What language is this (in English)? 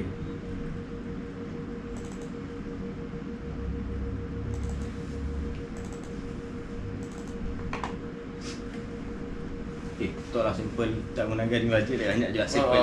Malay